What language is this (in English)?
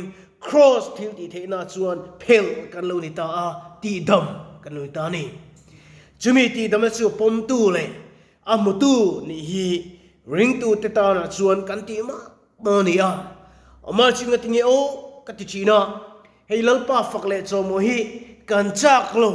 Mizo